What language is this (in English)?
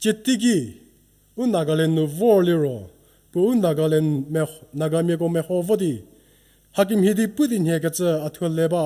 Angami Naga